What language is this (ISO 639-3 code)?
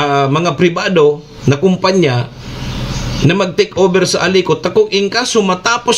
bik